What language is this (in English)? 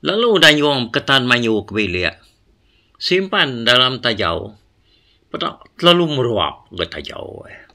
Iban